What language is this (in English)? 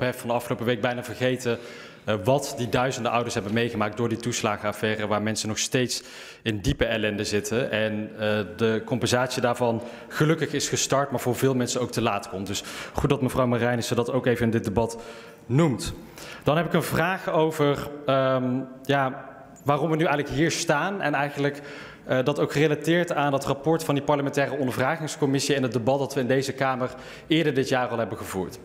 Dutch